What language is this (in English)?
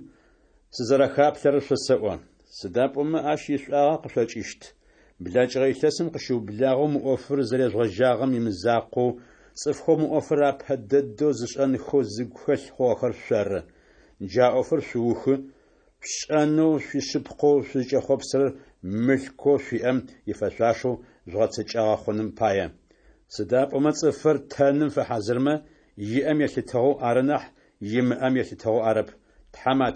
Adyghe